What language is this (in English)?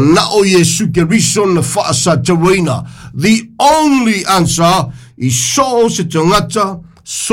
Samoan